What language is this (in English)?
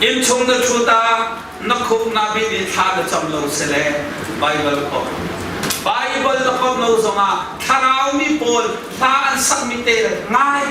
Hakha Chin